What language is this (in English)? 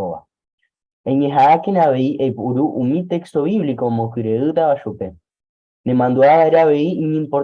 Guarani